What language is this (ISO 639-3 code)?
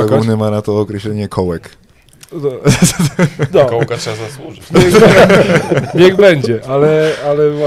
pol